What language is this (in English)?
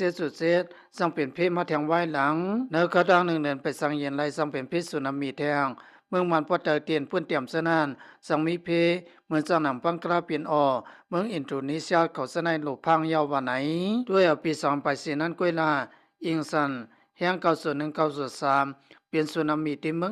Lao